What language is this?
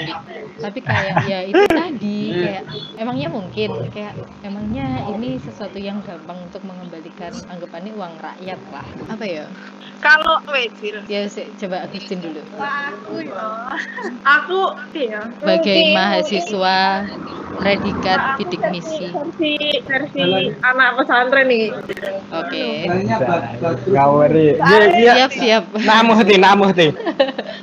Indonesian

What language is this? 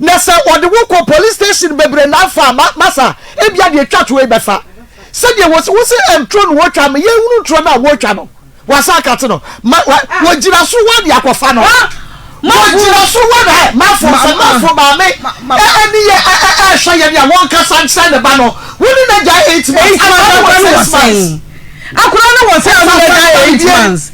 Akan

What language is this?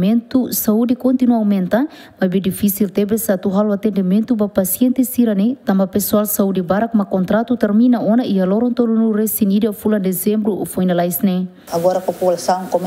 Tetum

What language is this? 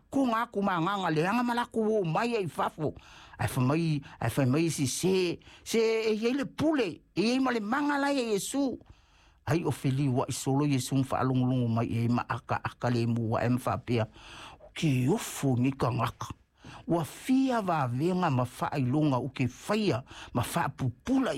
Samoan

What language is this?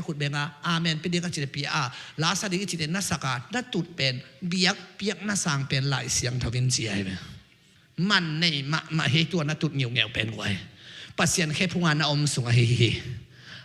Tedim Chin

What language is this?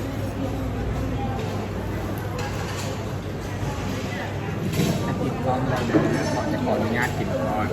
Lao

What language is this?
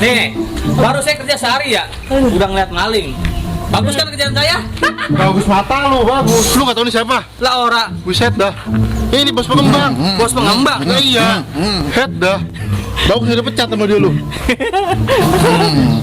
Betawi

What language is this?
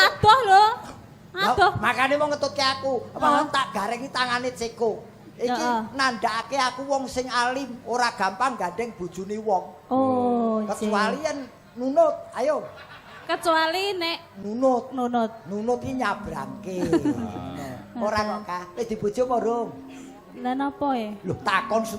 Javanese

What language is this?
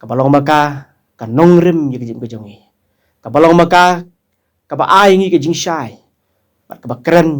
Khasi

